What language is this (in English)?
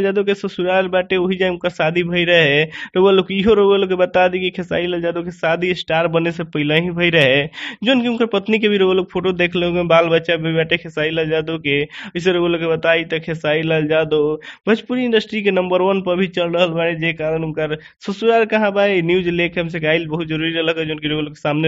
Bhojpuri